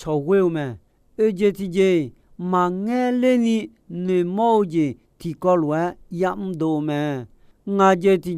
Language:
Akha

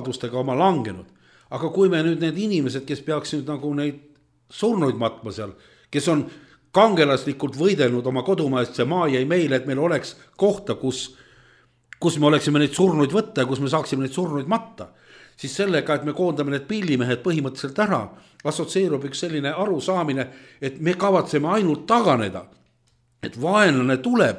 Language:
Estonian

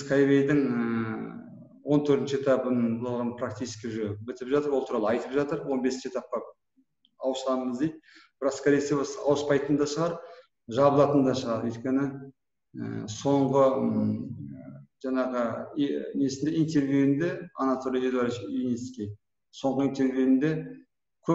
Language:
Kazakh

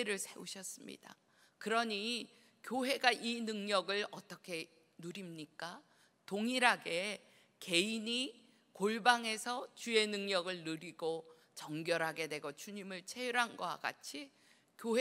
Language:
Korean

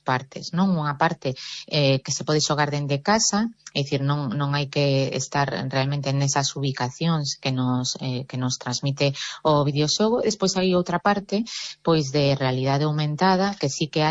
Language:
Galician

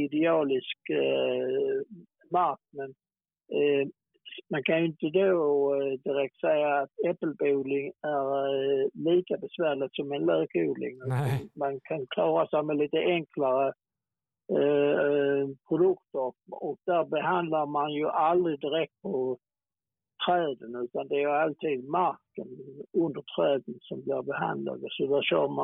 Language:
Swedish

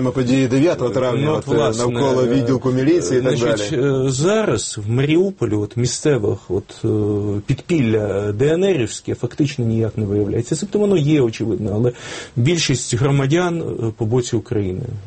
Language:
Ukrainian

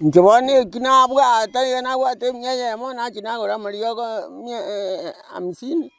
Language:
Gusii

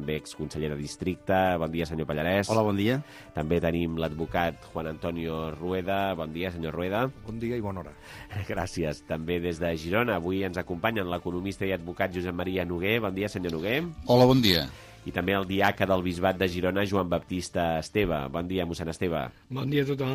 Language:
Catalan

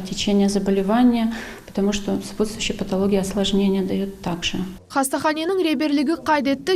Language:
Crimean Tatar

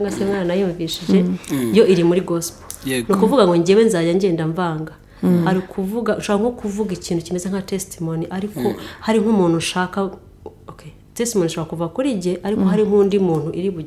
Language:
Kinyarwanda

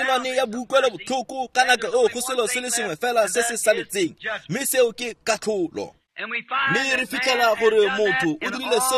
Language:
Tswana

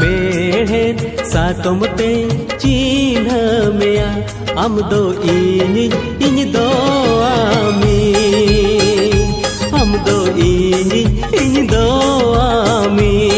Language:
Santali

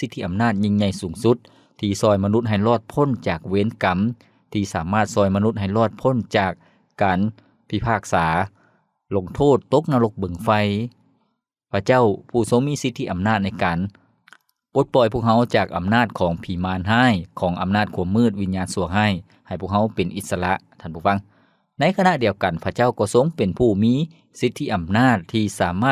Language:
Lao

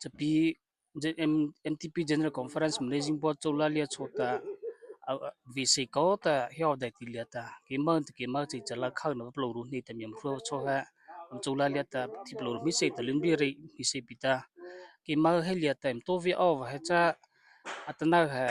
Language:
Mara Chin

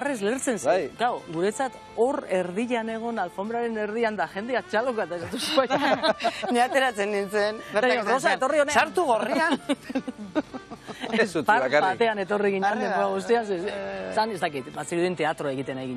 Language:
Basque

